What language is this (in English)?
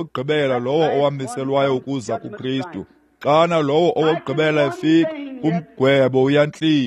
Xhosa